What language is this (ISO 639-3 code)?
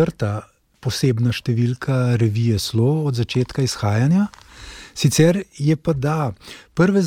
slv